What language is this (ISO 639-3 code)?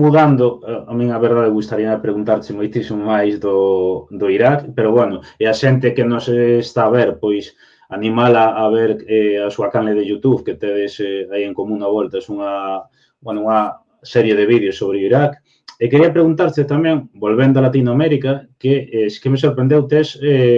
glg